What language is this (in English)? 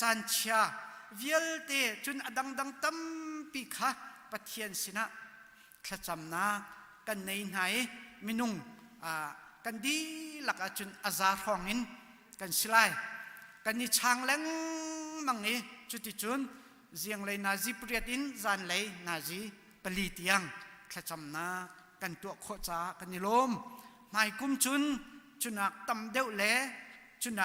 Hakha Chin